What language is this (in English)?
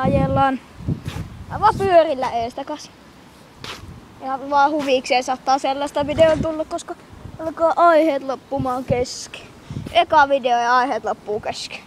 Finnish